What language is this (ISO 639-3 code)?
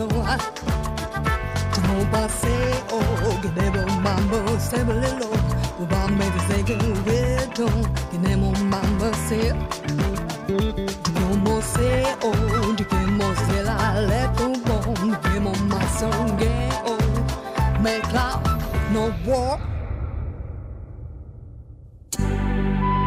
est